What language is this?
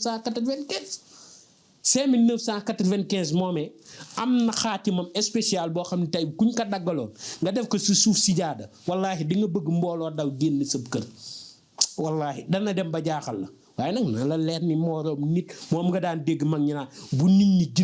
Wolof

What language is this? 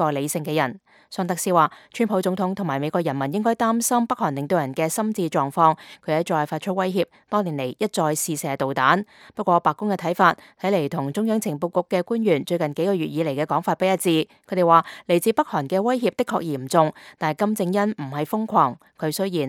Cantonese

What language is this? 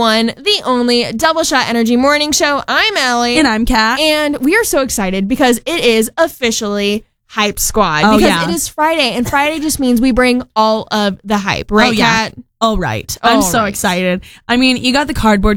English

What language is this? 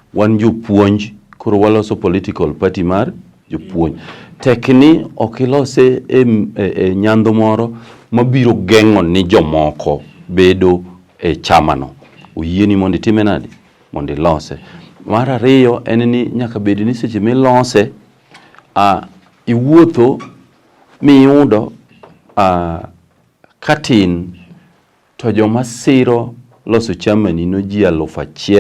Luo (Kenya and Tanzania)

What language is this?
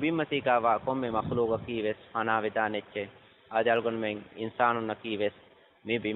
Divehi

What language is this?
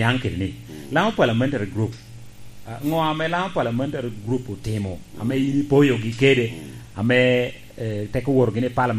Lango (Uganda)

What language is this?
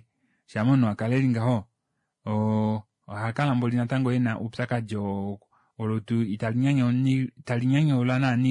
Kuanyama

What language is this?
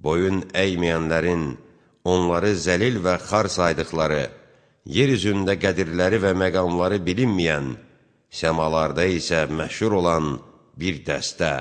Azerbaijani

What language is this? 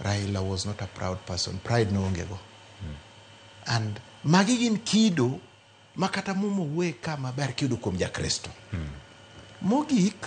Luo (Kenya and Tanzania)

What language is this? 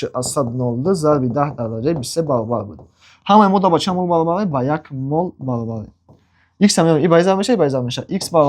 Tajik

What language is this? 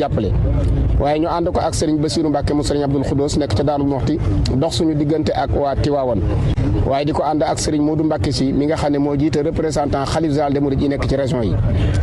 Wolof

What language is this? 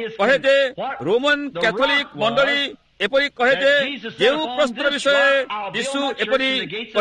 Odia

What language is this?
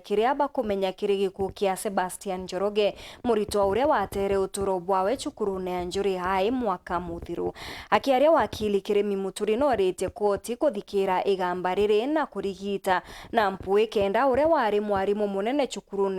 Meru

